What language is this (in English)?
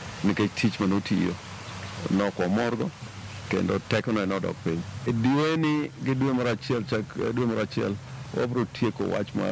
Luo (Kenya and Tanzania)